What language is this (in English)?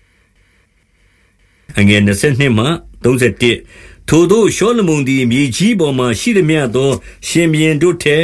Burmese